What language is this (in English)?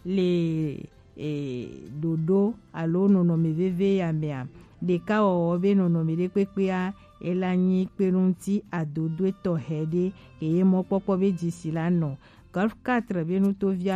Gen